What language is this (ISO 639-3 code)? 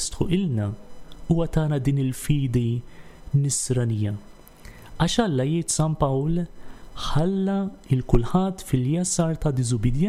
mlt